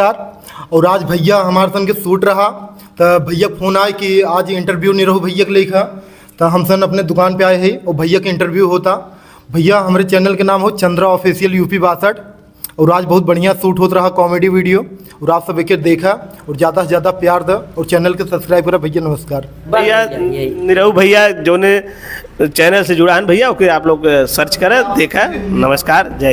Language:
Bhojpuri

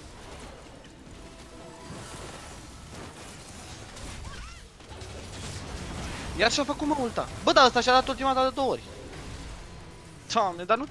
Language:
Romanian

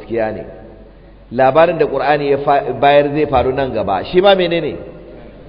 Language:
Hausa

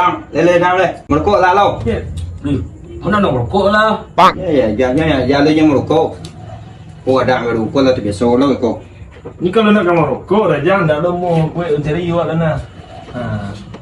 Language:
Minangkabau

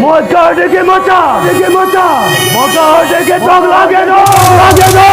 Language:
Santali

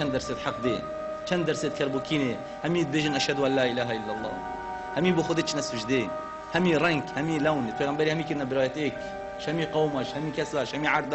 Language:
Kurdish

